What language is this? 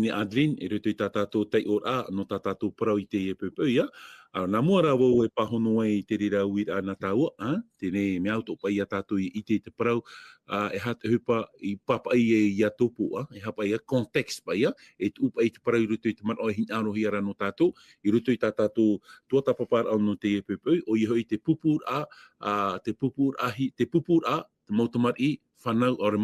Tahitian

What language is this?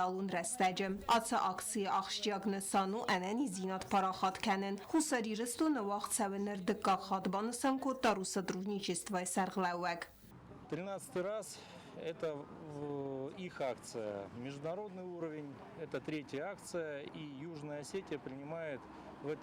Ossetic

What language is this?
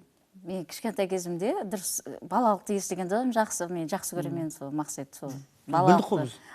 Kara-Kalpak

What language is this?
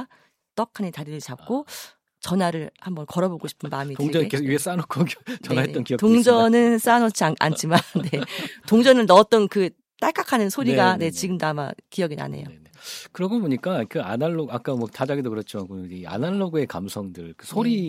Korean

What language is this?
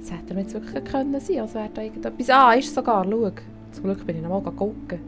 Swiss German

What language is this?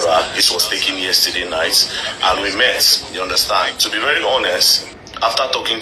Igbo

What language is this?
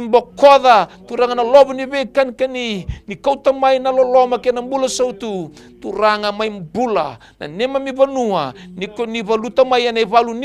Fijian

